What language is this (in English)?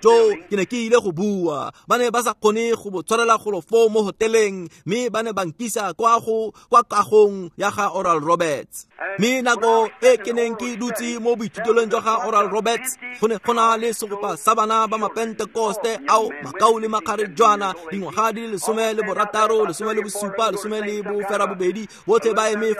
Tswana